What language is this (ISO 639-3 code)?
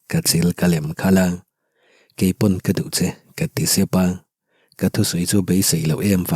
lus